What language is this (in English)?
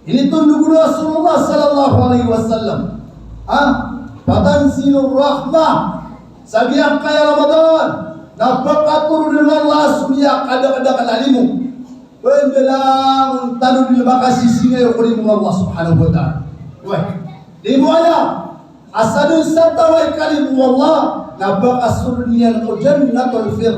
Maranao